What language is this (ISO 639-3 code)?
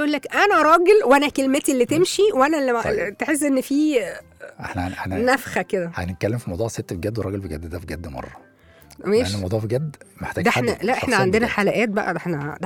arz